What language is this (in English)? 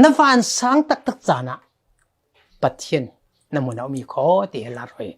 Falam Chin